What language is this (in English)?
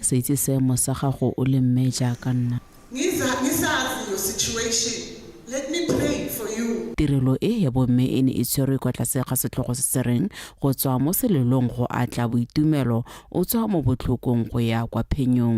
Tswana